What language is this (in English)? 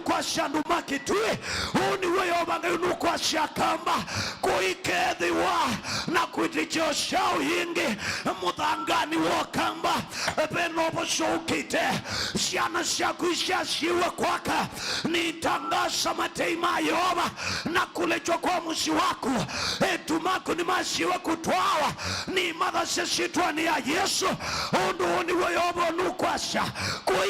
Kamba